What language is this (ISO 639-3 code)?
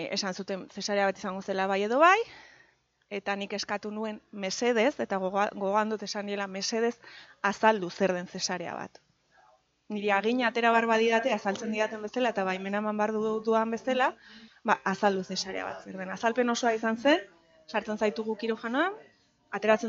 eus